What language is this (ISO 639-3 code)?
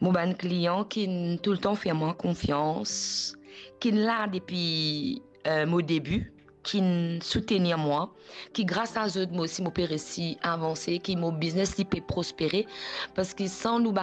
mfe